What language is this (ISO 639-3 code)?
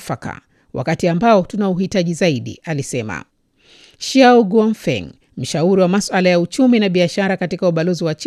swa